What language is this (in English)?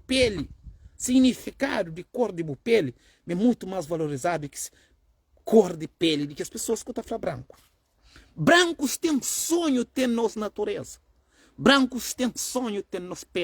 Kabuverdianu